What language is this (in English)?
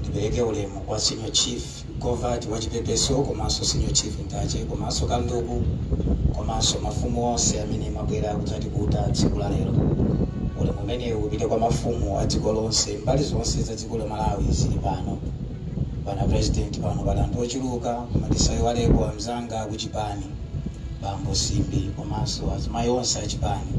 Nyanja